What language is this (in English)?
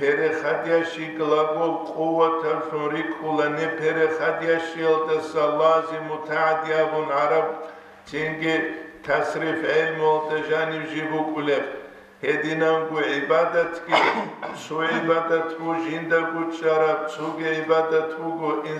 Avaric